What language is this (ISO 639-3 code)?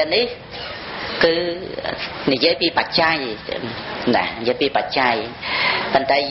khm